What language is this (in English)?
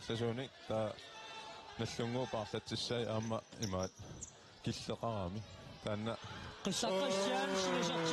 Kalaallisut